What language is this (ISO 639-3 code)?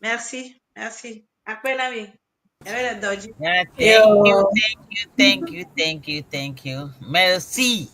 ewe